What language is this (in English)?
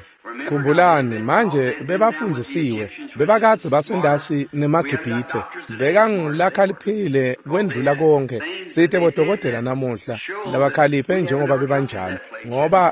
Swati